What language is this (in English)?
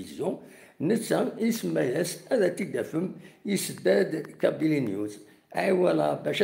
Kabyle